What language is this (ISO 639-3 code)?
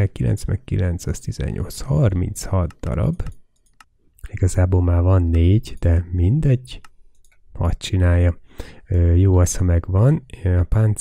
hun